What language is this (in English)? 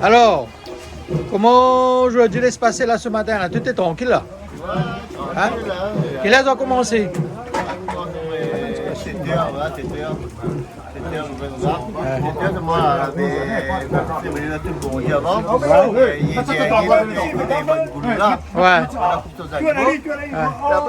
Réunion Creole French